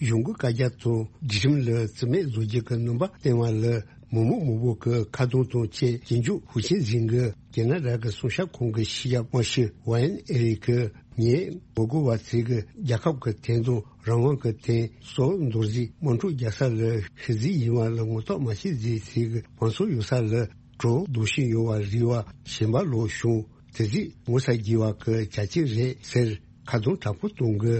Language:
Tibetan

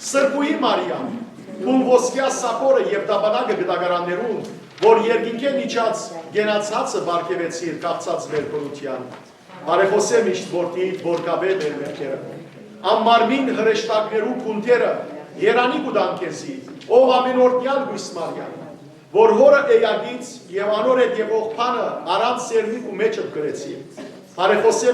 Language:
Western Armenian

